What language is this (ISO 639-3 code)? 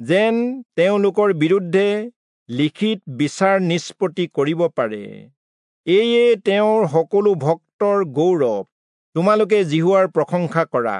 asm